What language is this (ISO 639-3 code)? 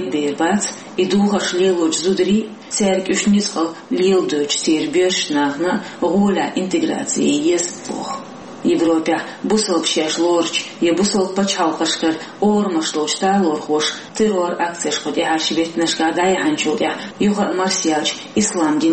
che